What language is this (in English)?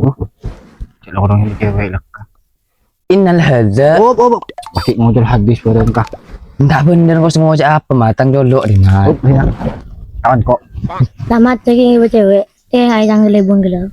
Madurese